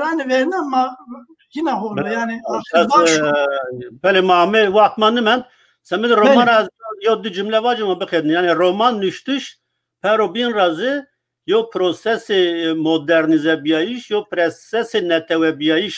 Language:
Zaza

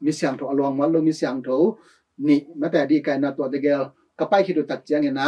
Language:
Tedim Chin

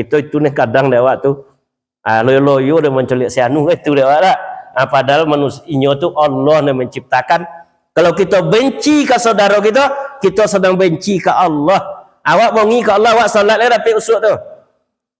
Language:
Minangkabau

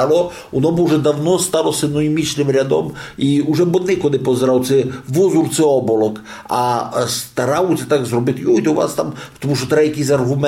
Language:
Rusyn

